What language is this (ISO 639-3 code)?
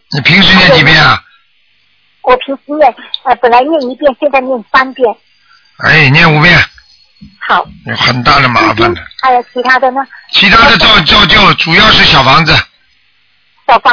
zho